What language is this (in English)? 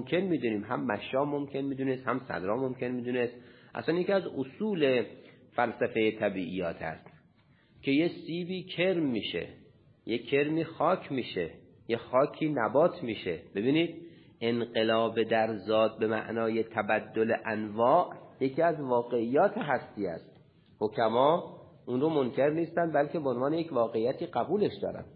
Persian